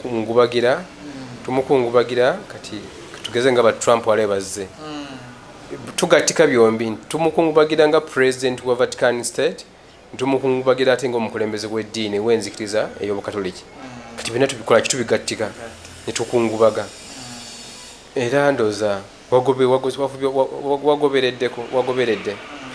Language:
Ganda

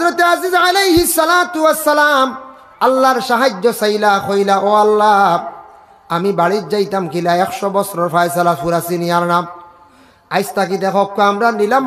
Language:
Sylheti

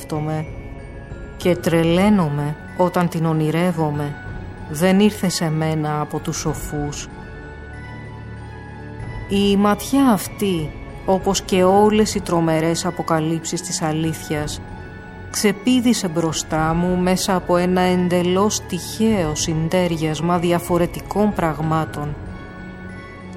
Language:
Greek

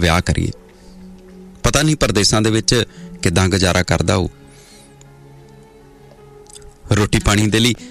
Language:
Punjabi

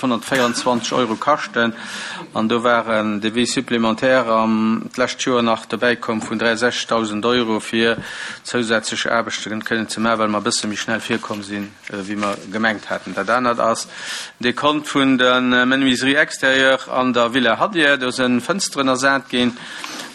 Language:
Luxembourgish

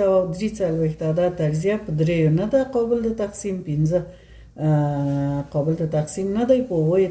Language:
Pashto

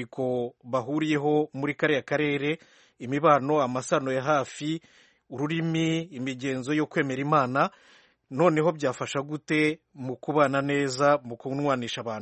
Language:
Kinyarwanda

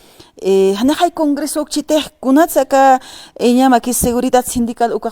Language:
Aymara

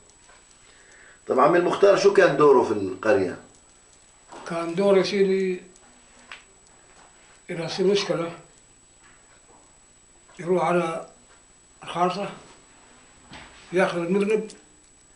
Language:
South Levantine Arabic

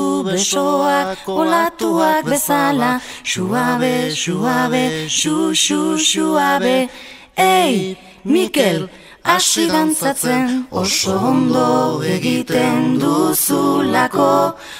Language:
Basque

